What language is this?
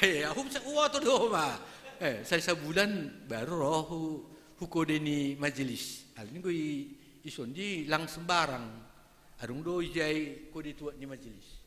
Batak Simalungun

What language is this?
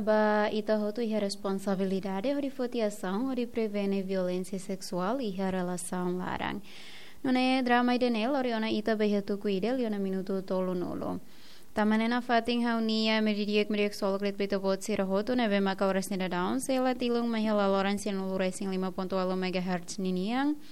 Tetum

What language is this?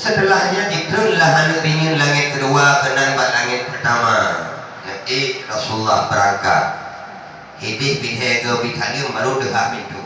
Achinese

